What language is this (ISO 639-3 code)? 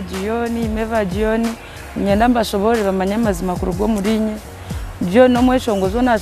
nyn